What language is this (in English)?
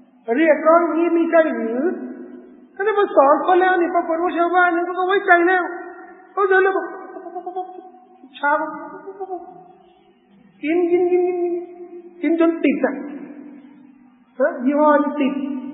Thai